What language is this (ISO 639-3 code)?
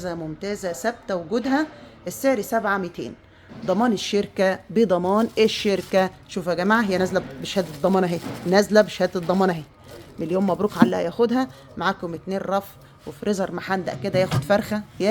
arz